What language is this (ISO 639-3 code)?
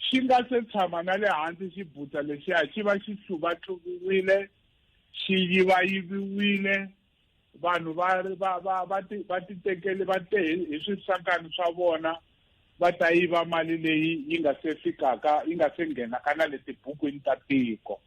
tso